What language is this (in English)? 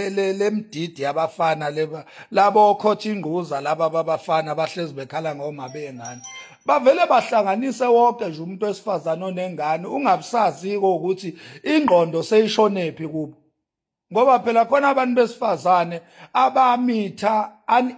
Zulu